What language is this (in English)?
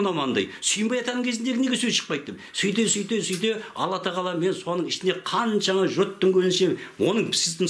Kazakh